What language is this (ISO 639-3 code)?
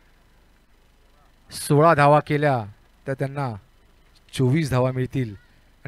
mar